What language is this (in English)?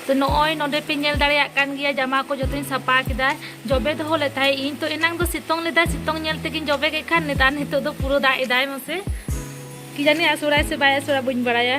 Santali